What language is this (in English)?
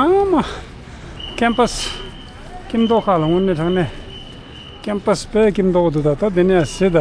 Tibetan